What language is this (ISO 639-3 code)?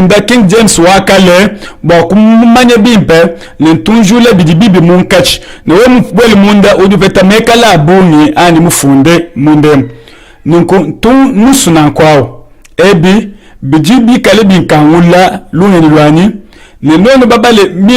lua